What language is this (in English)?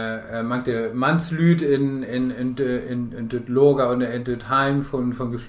Low German